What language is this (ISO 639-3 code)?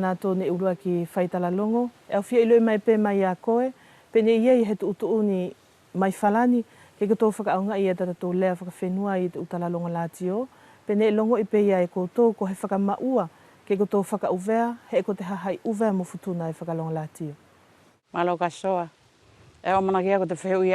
wls